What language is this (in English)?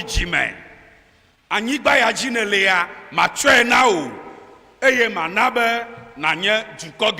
Ewe